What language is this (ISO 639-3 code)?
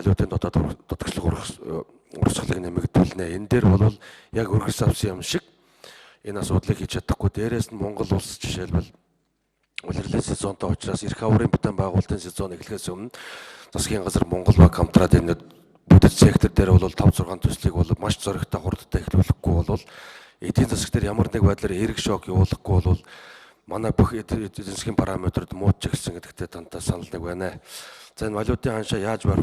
mon